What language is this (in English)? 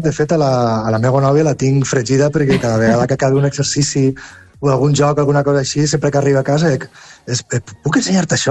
Catalan